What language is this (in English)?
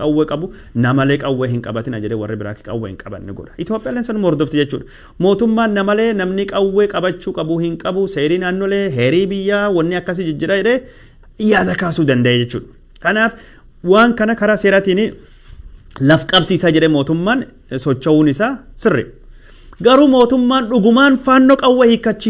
Oromo